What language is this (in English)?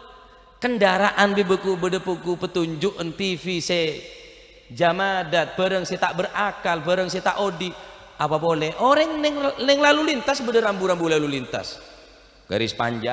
Madurese